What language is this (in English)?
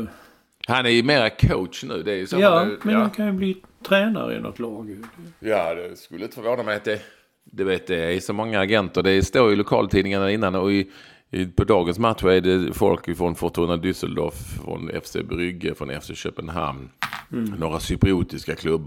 Swedish